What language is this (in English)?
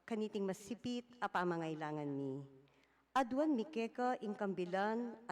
Pampanga